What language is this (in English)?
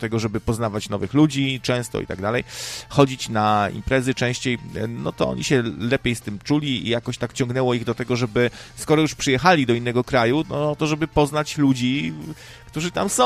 Polish